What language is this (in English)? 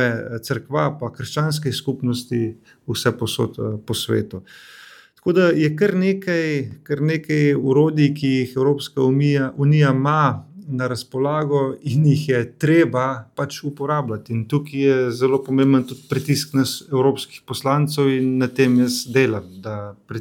Slovenian